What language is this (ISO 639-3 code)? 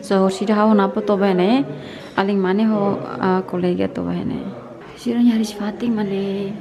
tet